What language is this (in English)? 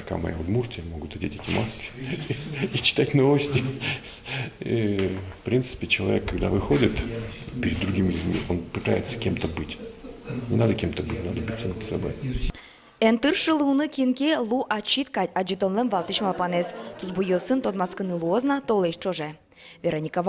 Udmurt